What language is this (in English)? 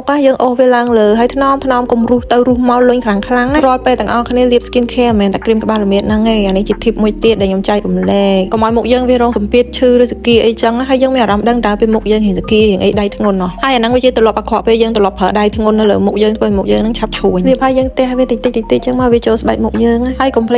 Khmer